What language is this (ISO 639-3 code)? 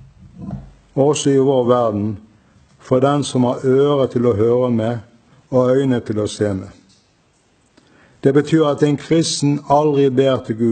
nor